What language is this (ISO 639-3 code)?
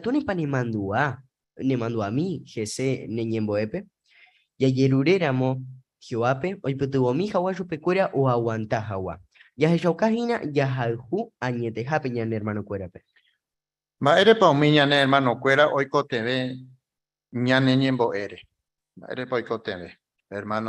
grn